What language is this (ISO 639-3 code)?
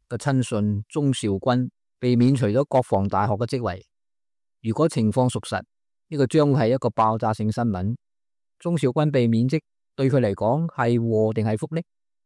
yue